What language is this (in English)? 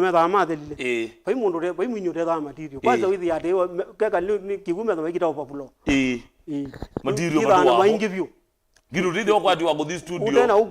Kamba